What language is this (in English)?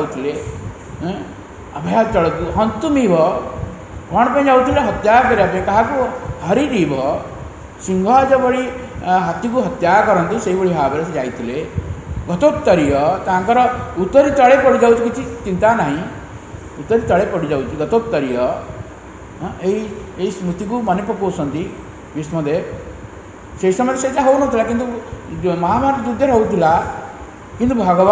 Odia